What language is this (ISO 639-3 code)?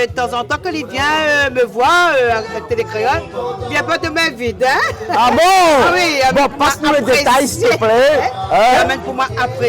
rcf